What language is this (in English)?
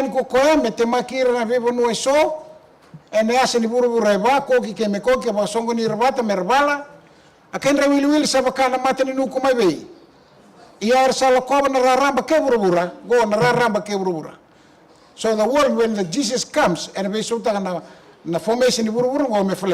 Fijian